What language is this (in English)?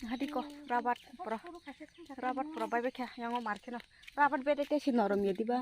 Kok Borok